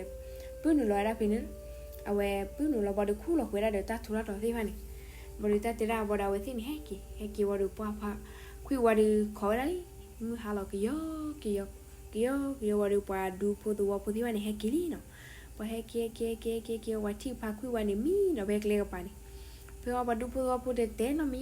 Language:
S'gaw Karen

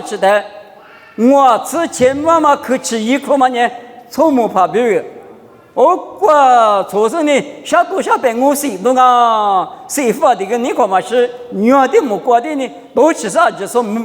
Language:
Lisu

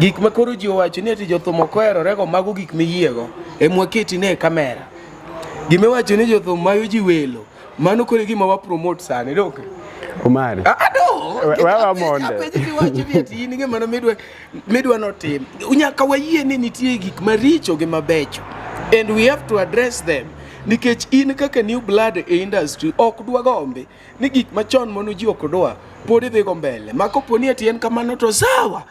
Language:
Luo (Kenya and Tanzania)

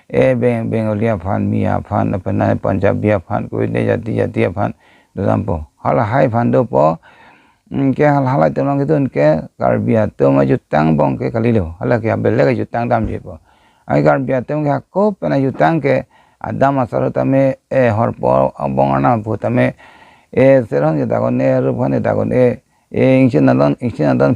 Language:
Karbi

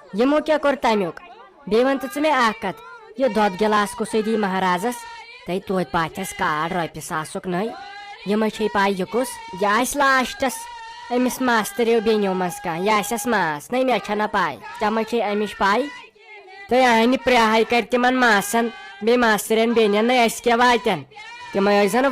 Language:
Kashmiri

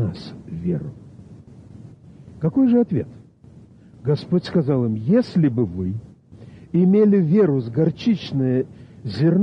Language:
Russian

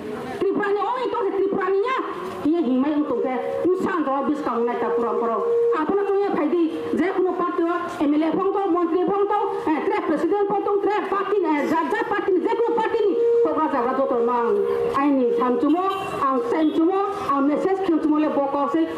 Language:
Riang (India)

